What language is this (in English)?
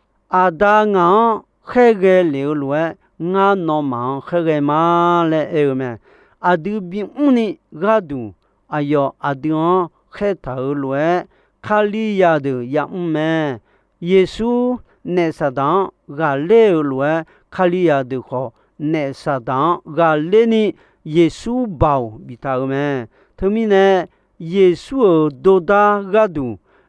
Akha